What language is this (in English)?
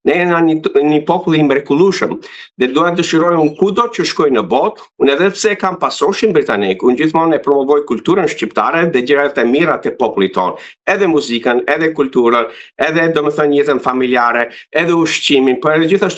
Albanian